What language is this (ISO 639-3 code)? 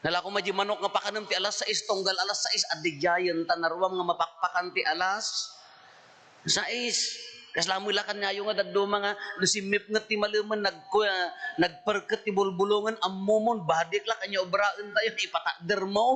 ilo